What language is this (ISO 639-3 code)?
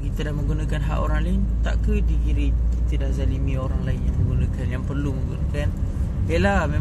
msa